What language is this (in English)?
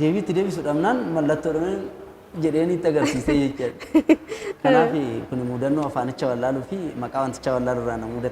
Oromo